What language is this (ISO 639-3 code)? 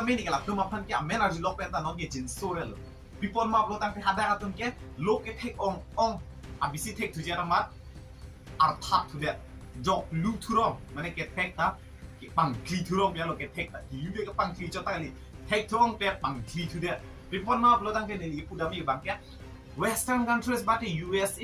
mjw